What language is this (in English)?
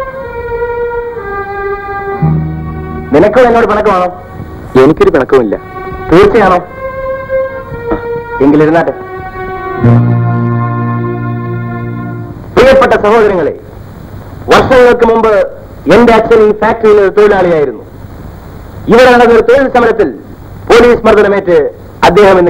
Malayalam